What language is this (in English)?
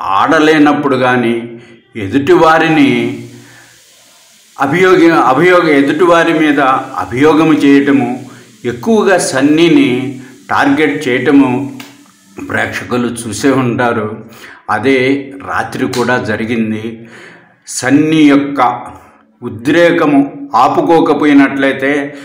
Telugu